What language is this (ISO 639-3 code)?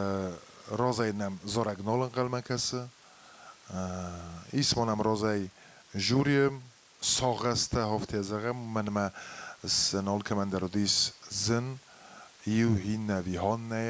oss